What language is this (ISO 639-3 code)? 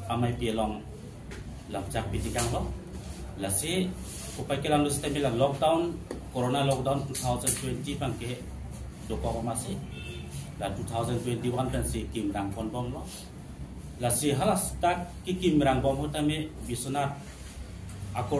mjw